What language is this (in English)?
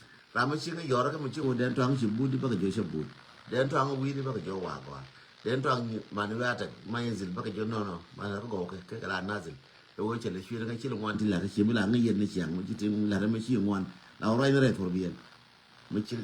Nuer